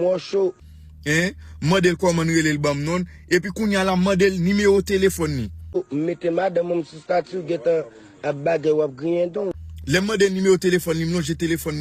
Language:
Haitian Creole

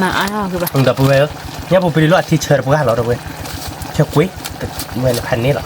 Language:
S'gaw Karen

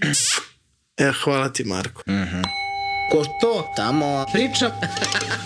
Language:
Serbian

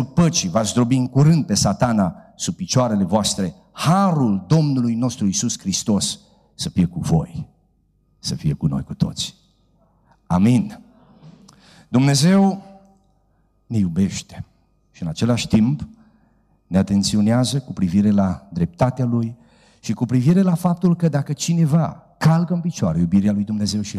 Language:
Romanian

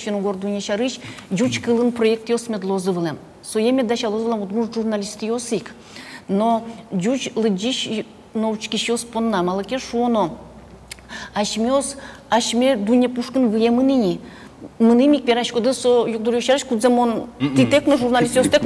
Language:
Udmurt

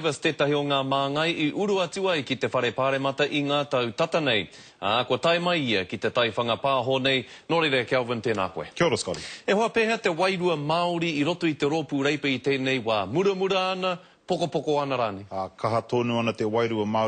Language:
Māori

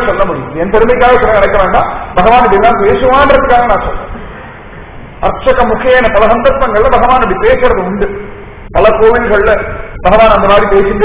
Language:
Tamil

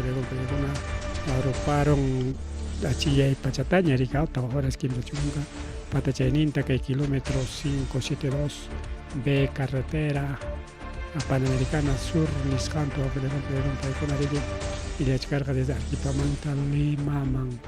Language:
Ayacucho Quechua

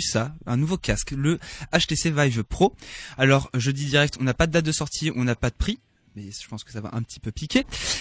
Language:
French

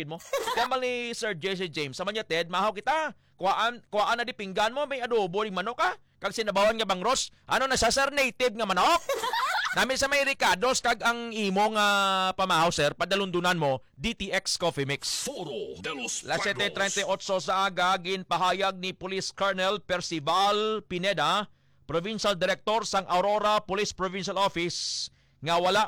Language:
Hiligaynon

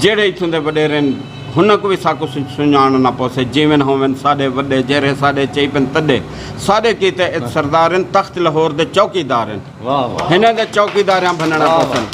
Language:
Saraiki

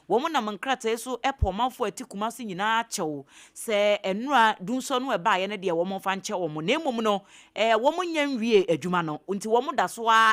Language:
Akan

